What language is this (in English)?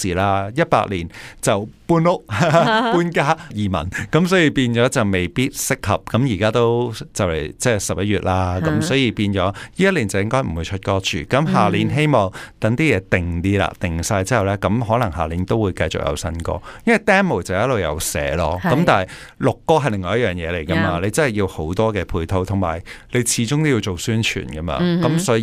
Cantonese